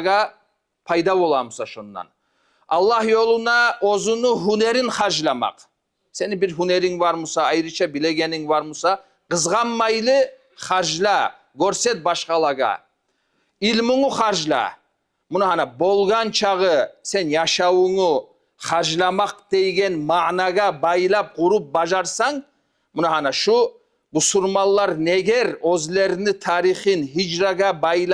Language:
Kumyk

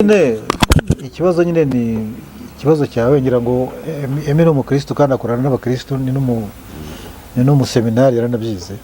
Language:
Kinyarwanda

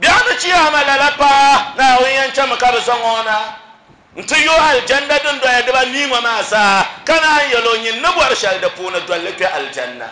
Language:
Dagbani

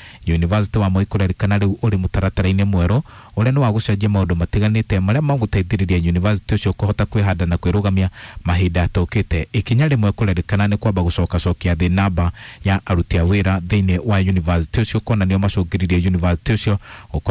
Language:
Kikuyu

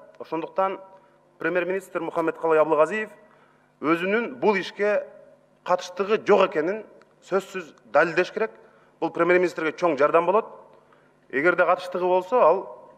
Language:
Kyrgyz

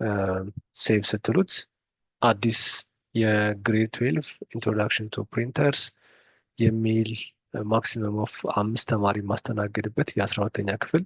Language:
Amharic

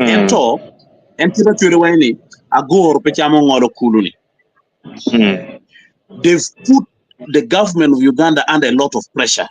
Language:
Acoli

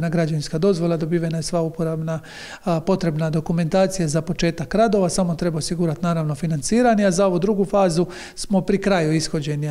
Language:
Croatian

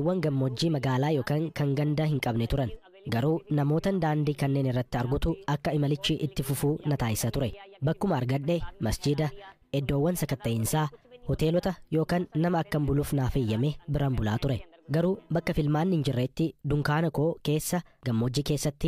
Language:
Oromo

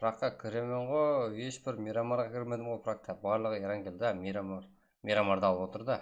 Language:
Kara-Kalpak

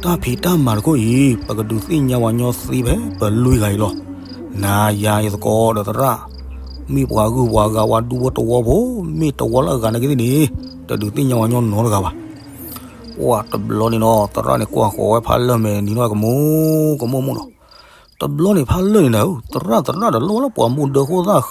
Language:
S'gaw Karen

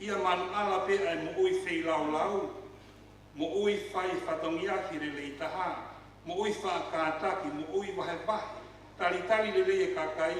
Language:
Tongan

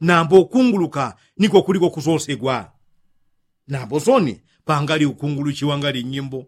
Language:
Yao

